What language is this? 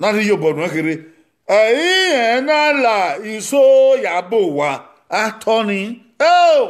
Bini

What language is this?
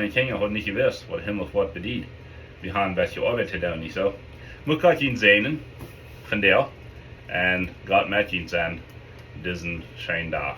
Plautdietsch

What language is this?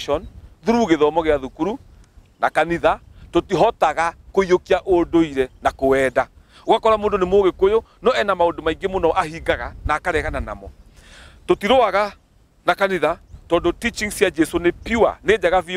Kikuyu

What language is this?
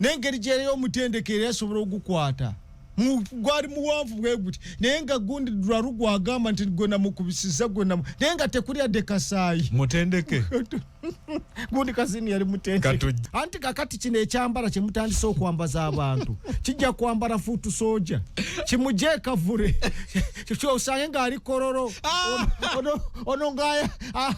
Ganda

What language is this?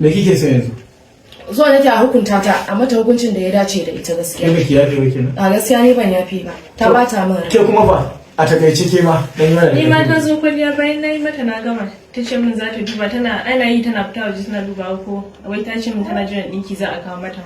Hausa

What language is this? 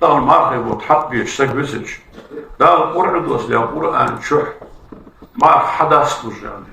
Ingush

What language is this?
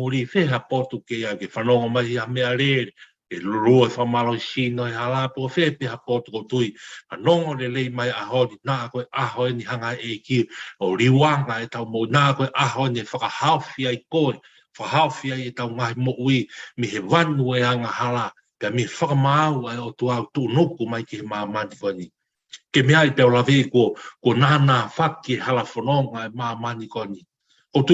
Tongan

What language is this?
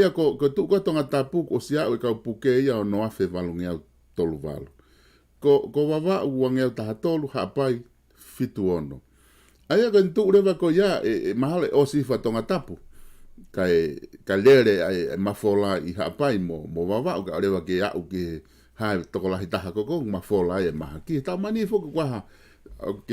Tongan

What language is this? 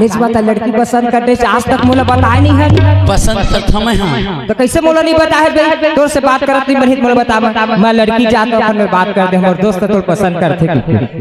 Chhattisgarhi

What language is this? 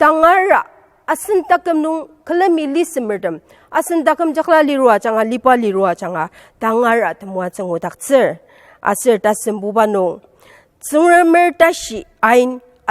Ao Naga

